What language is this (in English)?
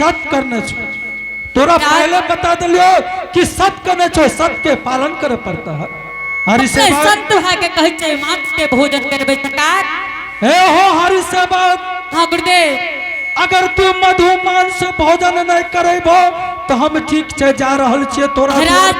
Angika